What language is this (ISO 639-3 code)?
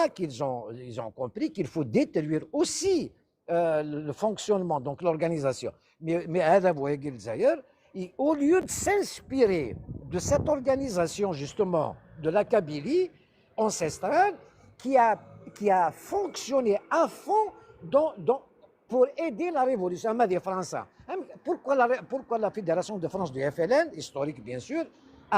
kab